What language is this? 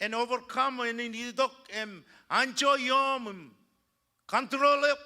Marshallese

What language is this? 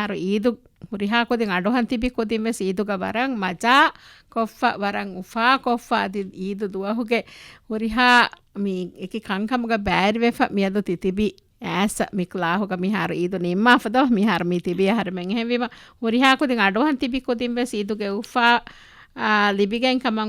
Divehi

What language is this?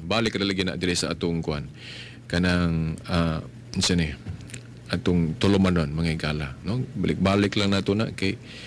Cebuano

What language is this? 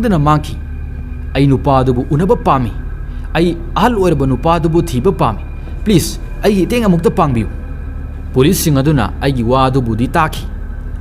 Manipuri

